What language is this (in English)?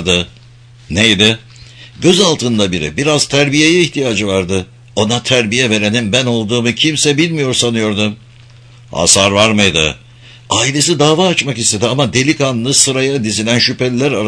Turkish